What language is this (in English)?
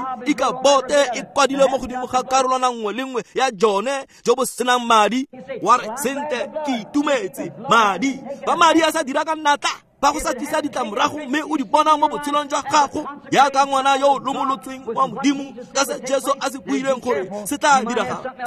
Tswana